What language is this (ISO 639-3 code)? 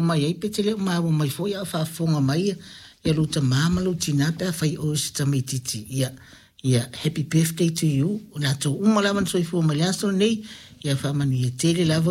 smo